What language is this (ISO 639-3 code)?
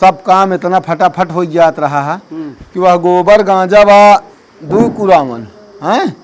awa